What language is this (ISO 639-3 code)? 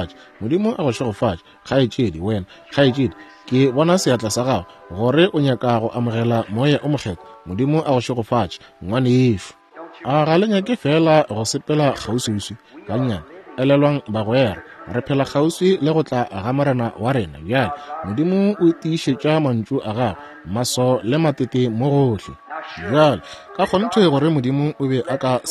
nso